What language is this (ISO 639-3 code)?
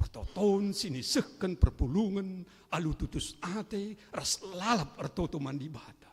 btx